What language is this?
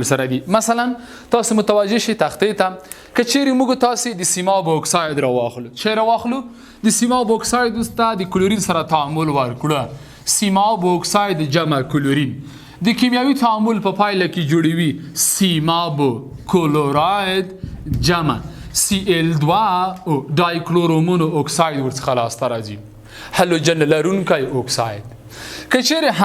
Pashto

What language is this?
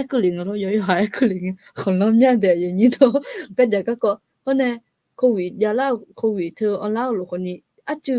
Akha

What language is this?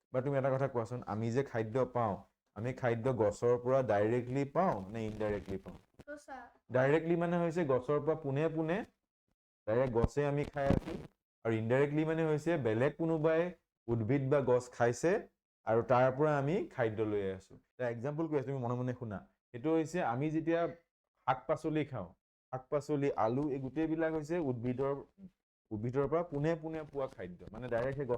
Assamese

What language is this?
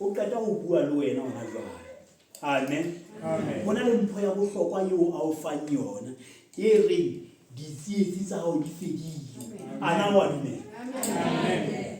Southern Sotho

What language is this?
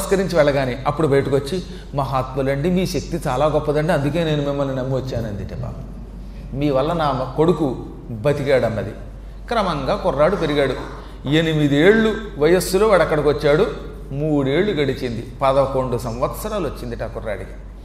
Telugu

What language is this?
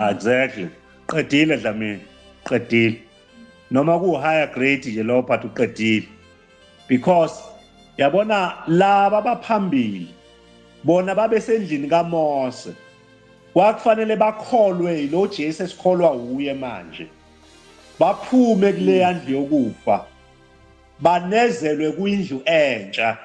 Zulu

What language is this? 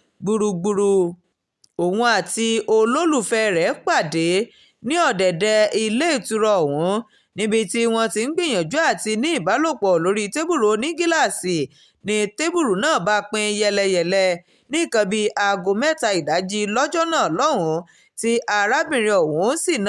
Yoruba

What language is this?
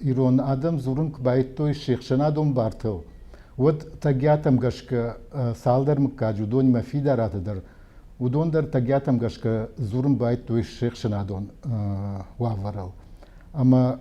Ossetic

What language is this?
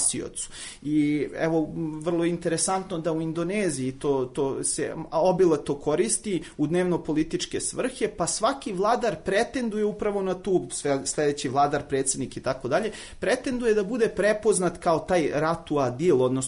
Serbian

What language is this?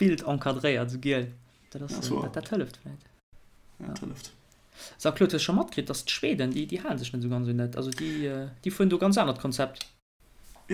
Luxembourgish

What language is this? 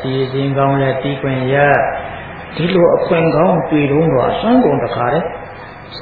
Burmese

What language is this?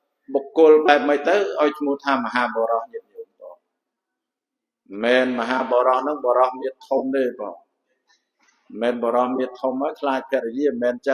Khmer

